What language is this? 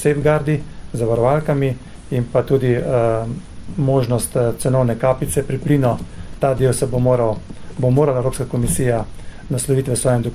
Slovenian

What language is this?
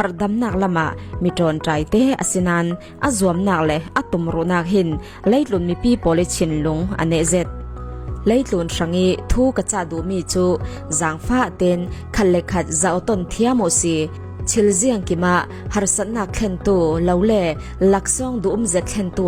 Falam Chin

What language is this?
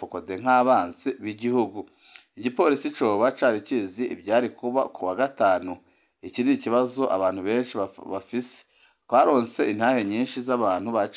Rundi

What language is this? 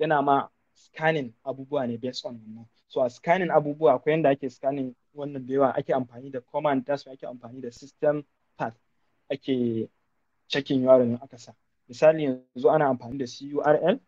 Hausa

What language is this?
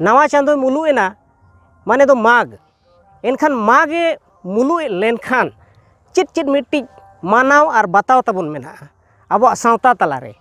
Santali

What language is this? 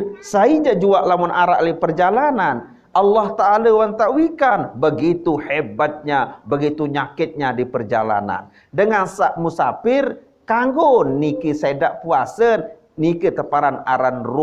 Sasak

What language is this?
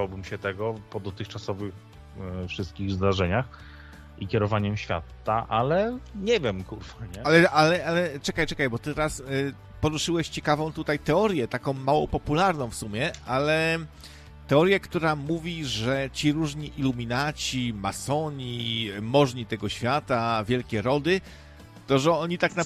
Polish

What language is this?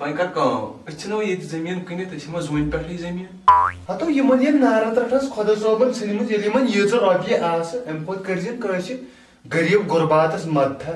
Kashmiri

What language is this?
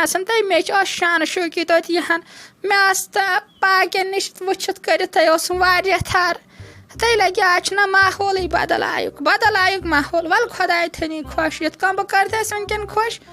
Kashmiri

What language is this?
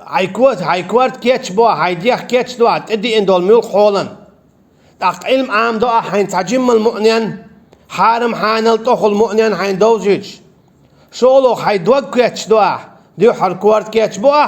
Chechen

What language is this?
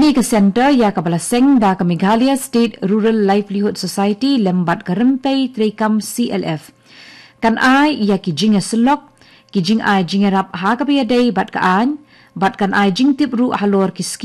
Khasi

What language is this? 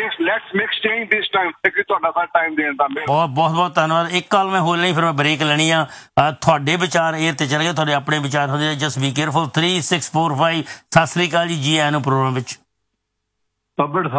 Punjabi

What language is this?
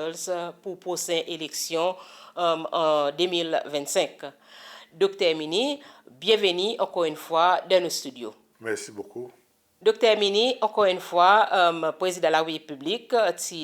Seselwa Creole French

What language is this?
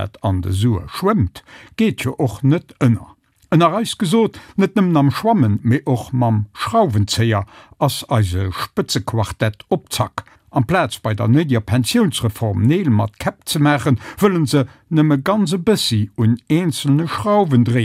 Luxembourgish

